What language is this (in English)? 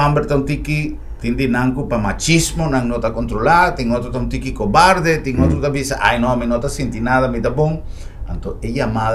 Papiamento